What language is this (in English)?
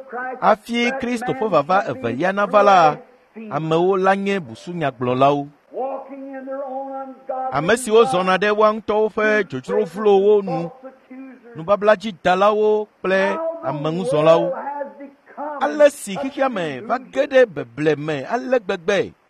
Ewe